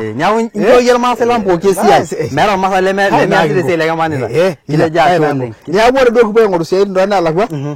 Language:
Masai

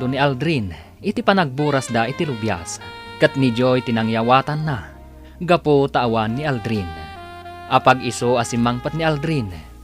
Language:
Iloko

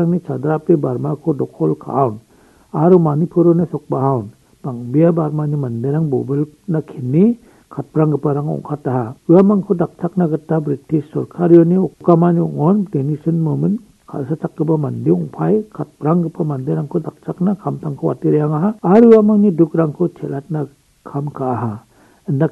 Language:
Garo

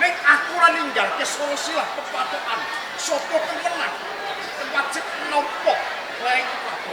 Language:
Javanese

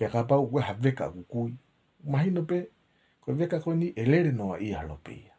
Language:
Tongan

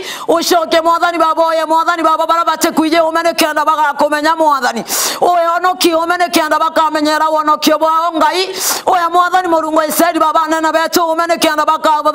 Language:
Meru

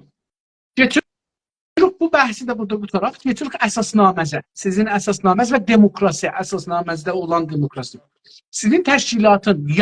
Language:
South Azerbaijani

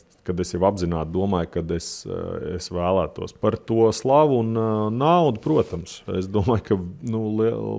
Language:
Latvian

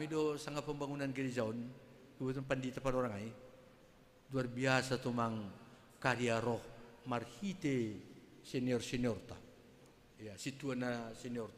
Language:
Batak Simalungun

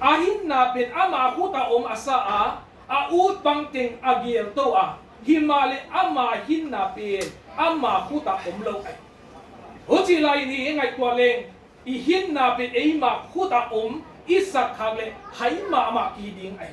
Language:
Tedim Chin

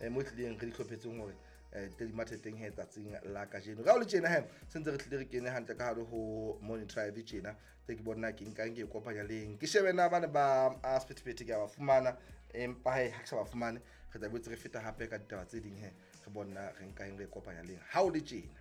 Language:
Southern Sotho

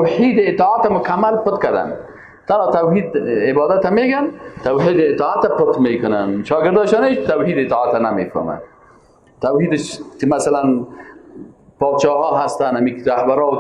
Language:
Persian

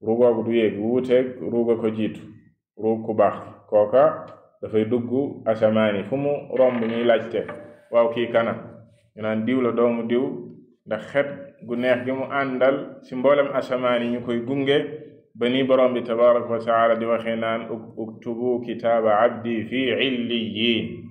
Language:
Wolof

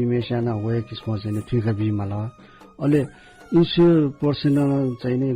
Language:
Newari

